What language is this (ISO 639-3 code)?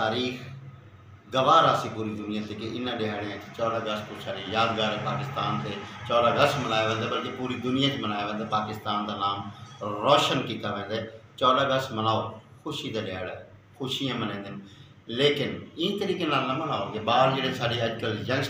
skr